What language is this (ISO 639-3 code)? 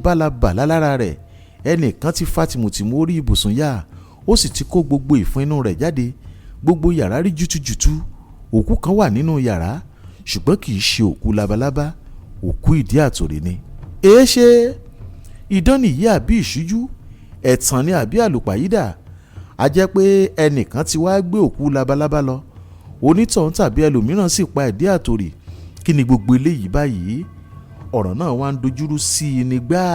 yor